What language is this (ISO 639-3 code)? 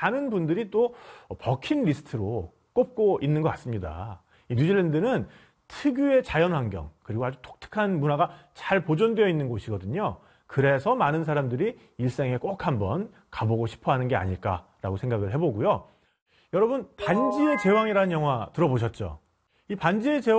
kor